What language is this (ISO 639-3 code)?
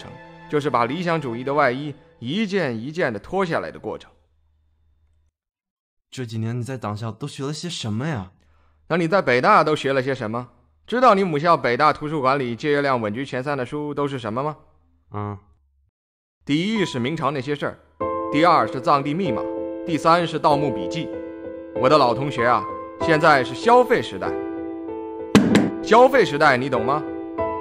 zho